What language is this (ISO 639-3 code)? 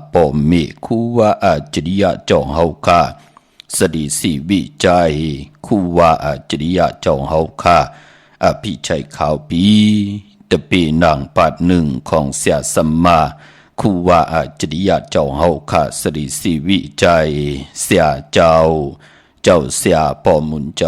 shn